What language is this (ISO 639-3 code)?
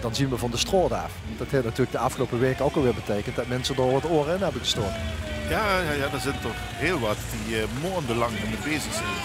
lim